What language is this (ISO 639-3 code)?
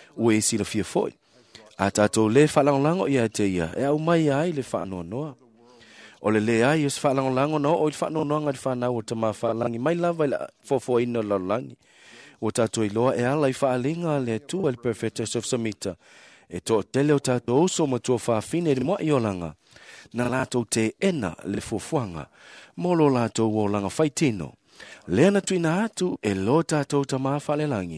smo